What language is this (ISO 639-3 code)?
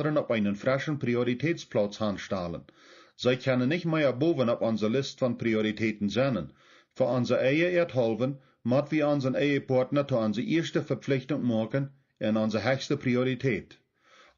pdt